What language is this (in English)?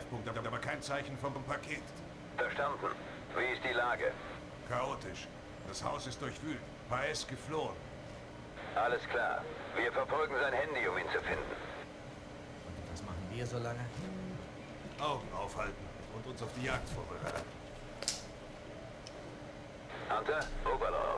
German